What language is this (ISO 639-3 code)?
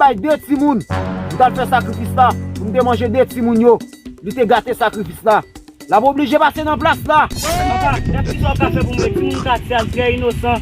hat